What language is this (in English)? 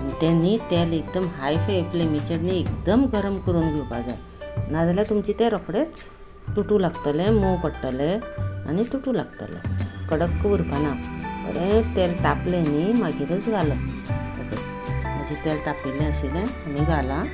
Konkani